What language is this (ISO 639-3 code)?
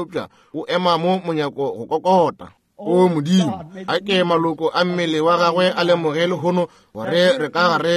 nso